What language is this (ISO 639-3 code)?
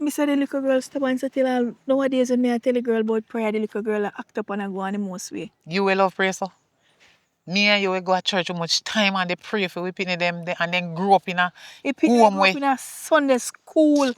jam